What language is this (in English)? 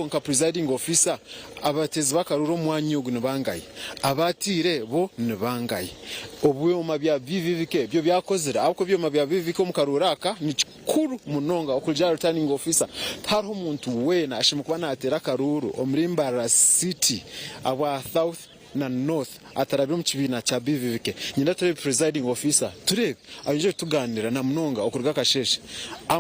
Nyankole